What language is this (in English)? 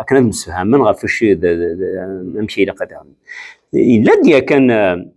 Kabyle